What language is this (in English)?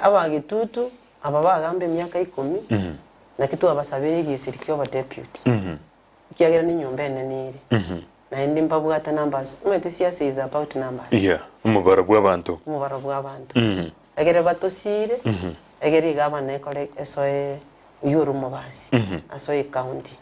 Gusii